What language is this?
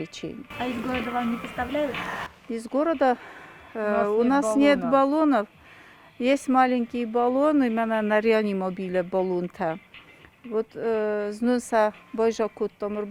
Ossetic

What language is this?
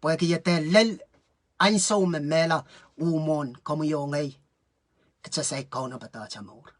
Pohnpeian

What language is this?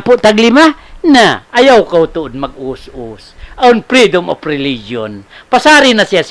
Tausug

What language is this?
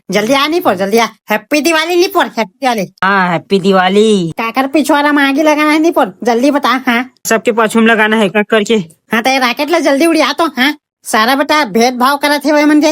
Chhattisgarhi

